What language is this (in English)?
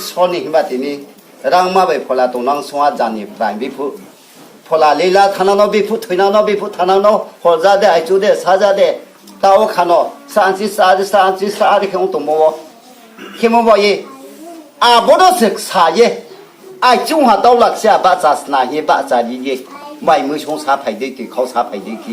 Riang (India)